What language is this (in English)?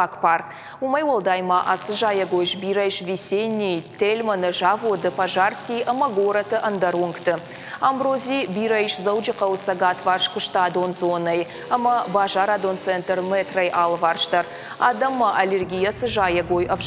Ossetic